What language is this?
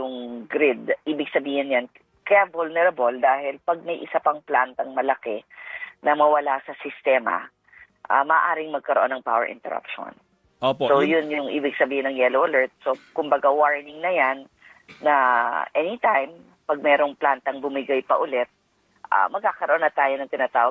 Filipino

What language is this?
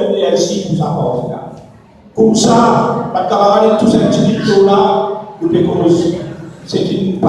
Morisyen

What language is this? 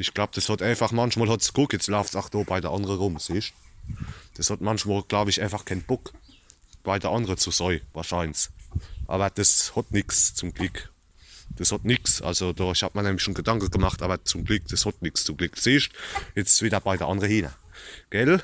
Palatine German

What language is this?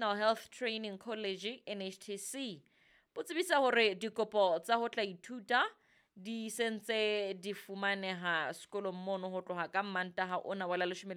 Southern Sotho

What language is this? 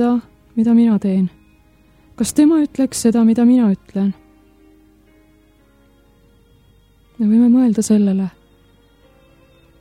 Estonian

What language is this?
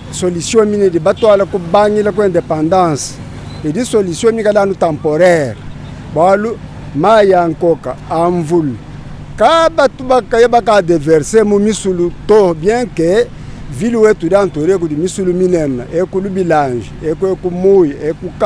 Luba-Lulua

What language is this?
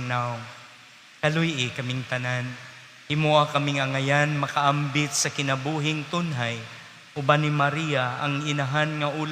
Cebuano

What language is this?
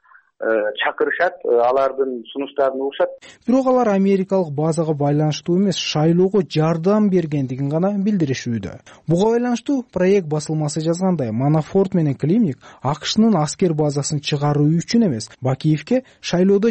Kyrgyz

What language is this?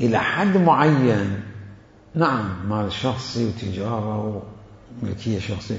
Mesopotamian Arabic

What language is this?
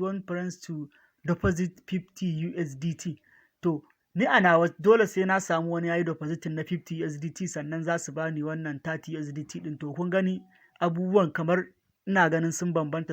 Hausa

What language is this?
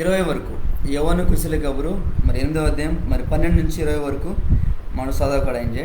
Koya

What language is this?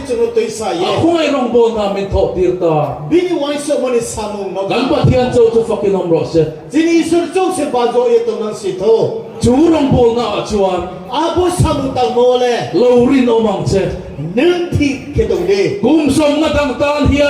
Riang (India)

